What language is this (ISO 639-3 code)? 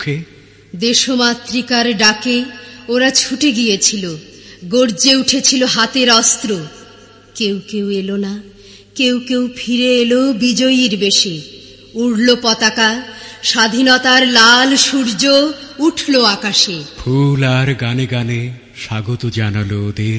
ben